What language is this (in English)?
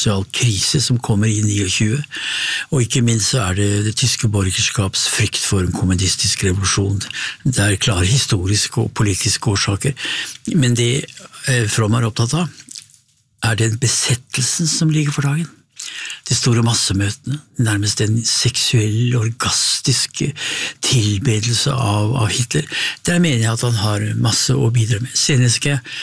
Norwegian